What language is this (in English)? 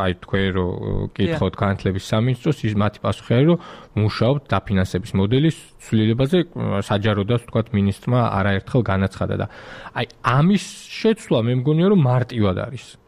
Georgian